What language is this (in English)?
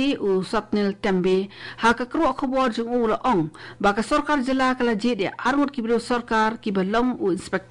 Khasi